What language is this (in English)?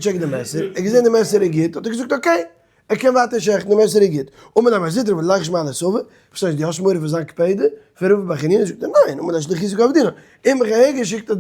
Yiddish